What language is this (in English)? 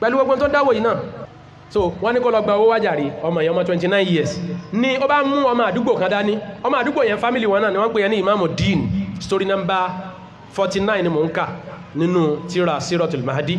Yoruba